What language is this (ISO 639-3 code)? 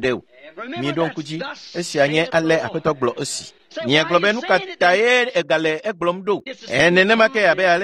ewe